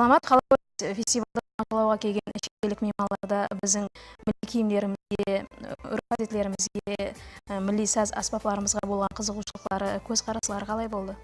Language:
Kara-Kalpak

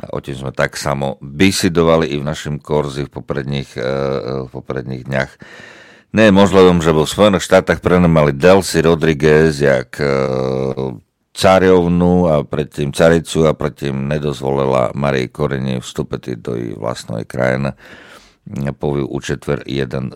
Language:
Rusyn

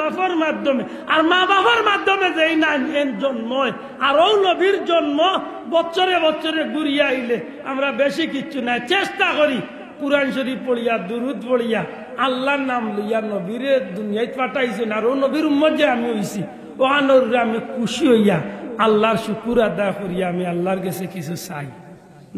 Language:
Sylheti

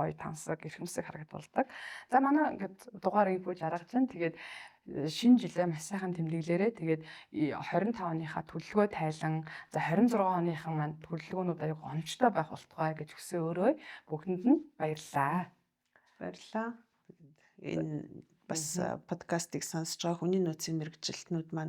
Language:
Mongolian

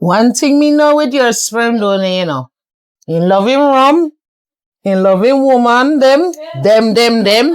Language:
Jamaican Creole English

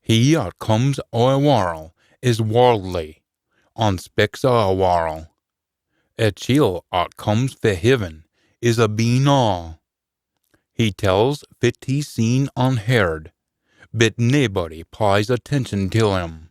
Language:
Scots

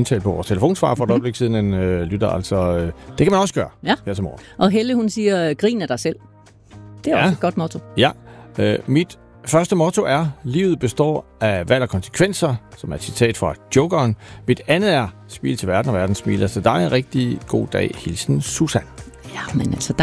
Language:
Danish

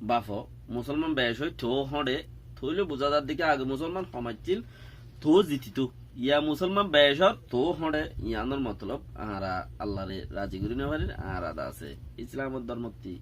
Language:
Rohingya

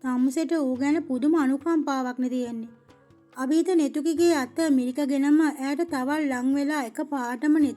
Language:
Sinhala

